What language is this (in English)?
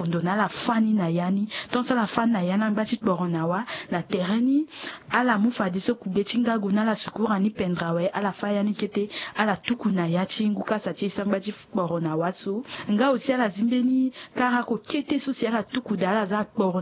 Sango